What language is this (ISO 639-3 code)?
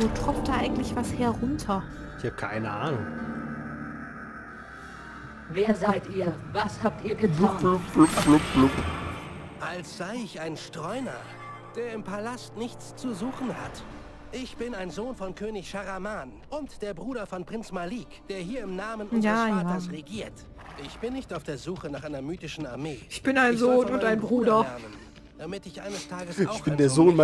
deu